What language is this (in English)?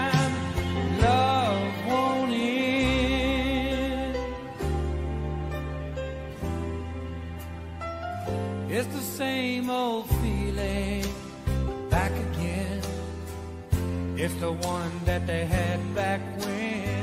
English